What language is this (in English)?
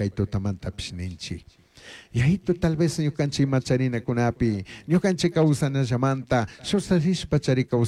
Chimborazo Highland Quichua